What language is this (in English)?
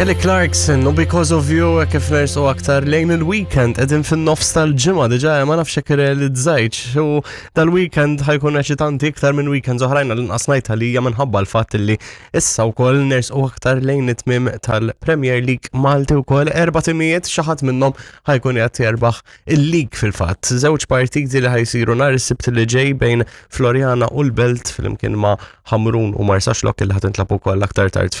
Maltese